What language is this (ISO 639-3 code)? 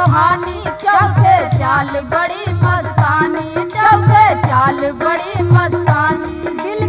bho